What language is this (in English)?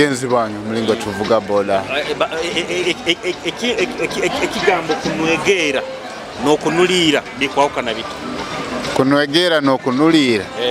Nyoro